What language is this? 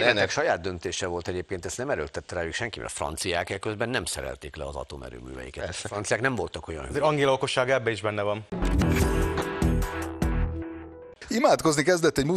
Hungarian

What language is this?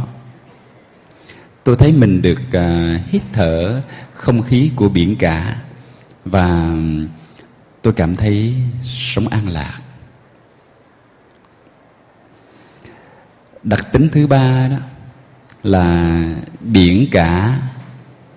Vietnamese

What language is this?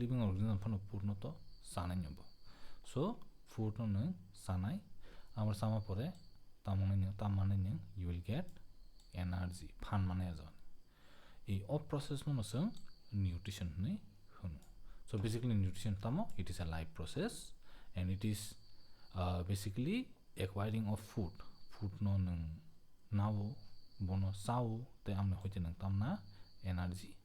Kok Borok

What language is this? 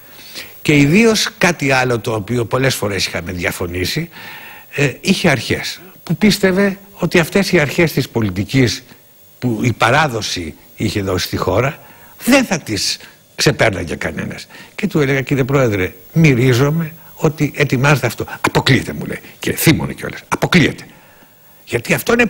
Greek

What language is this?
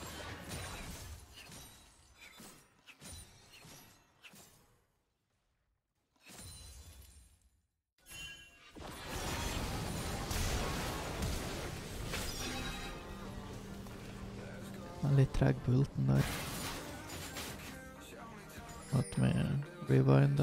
Norwegian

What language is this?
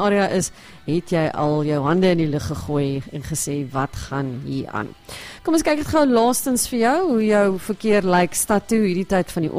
Afrikaans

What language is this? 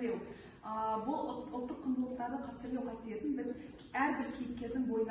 Kazakh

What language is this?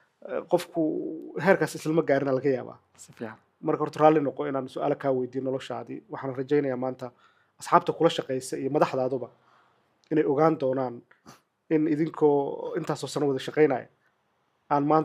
Somali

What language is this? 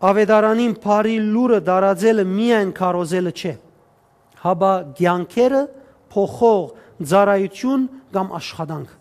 Western Armenian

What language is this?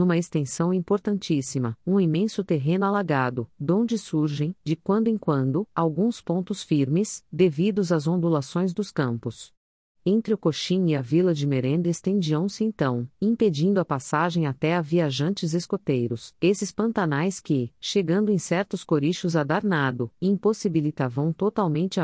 Portuguese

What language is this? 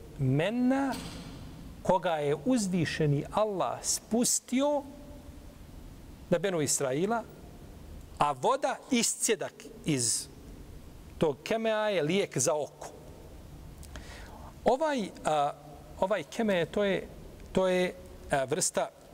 Bosnian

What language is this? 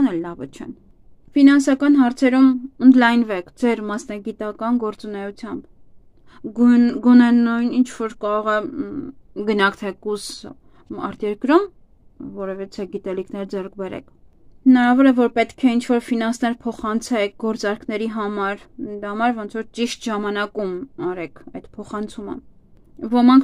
Armenian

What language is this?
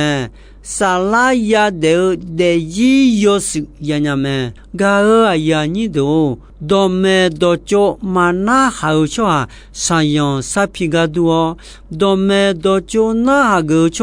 Akha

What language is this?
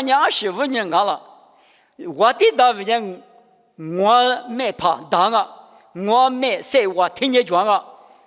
Lisu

